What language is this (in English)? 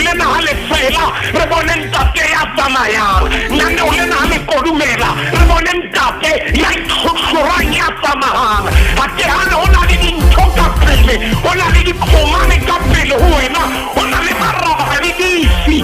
Southern Sotho